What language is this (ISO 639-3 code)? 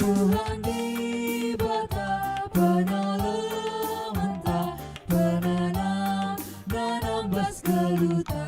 btx